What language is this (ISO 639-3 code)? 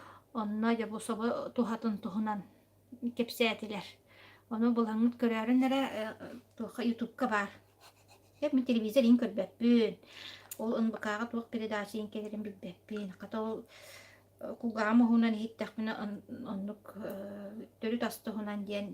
sah